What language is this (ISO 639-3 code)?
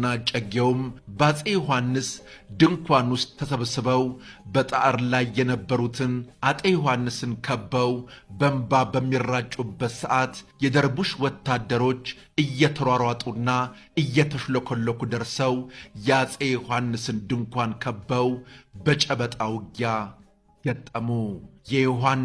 amh